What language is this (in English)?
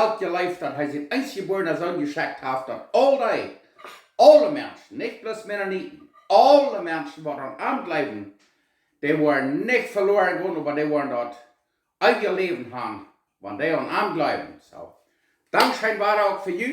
Plautdietsch